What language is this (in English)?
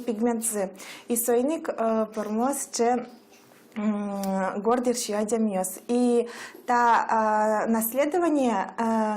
Udmurt